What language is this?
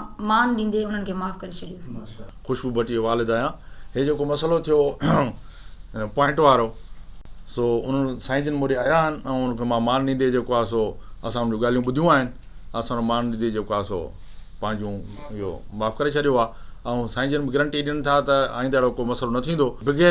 Sindhi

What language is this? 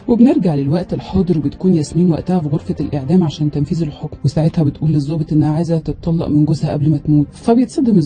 Egyptian Arabic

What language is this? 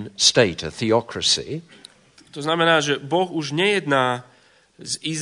Slovak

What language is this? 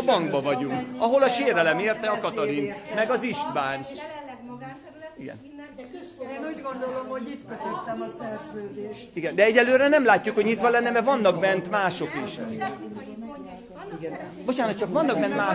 Hungarian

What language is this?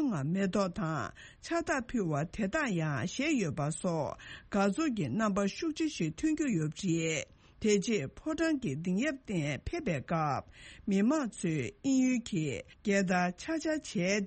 Tibetan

